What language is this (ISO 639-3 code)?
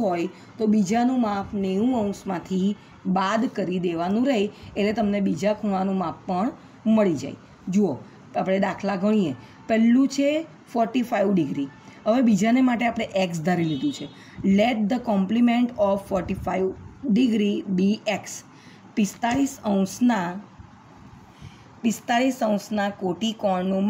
guj